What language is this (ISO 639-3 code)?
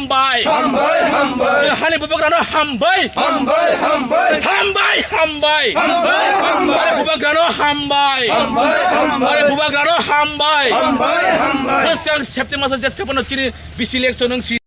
trp